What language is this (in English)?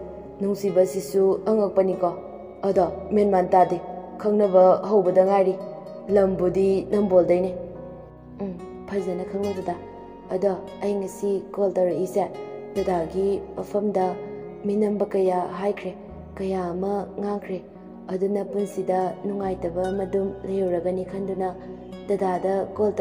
Manipuri